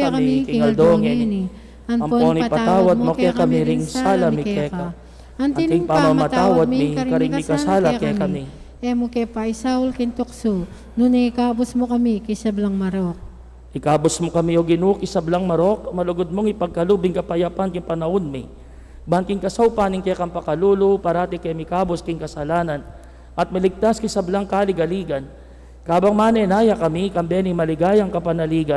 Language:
Pampanga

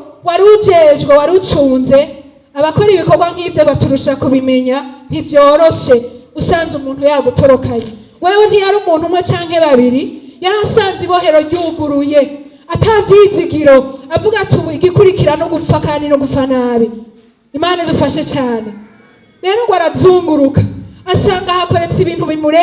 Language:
Rundi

